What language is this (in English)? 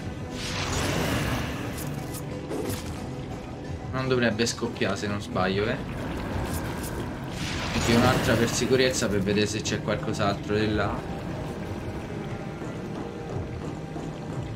Italian